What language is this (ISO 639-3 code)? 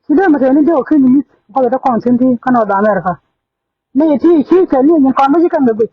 nus